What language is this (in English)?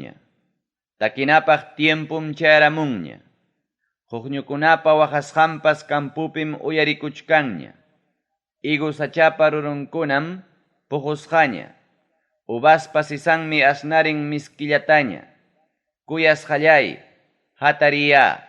Ayacucho Quechua